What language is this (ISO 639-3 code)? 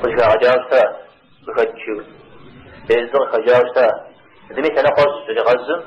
kbd